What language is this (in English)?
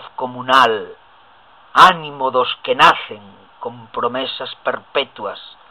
Galician